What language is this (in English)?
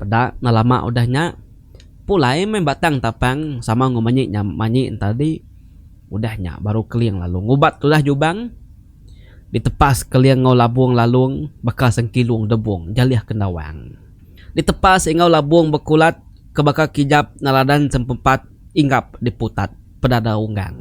Iban